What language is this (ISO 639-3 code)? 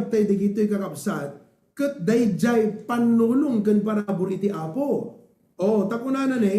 ilo